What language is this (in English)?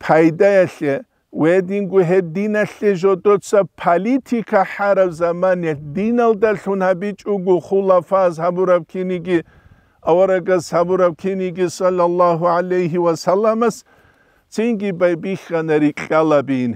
Avaric